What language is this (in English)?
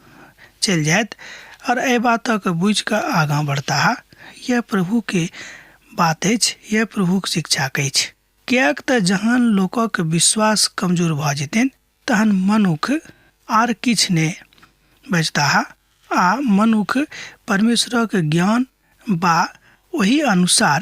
Maithili